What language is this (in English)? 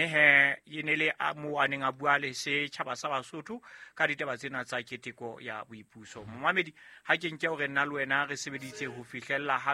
Southern Sotho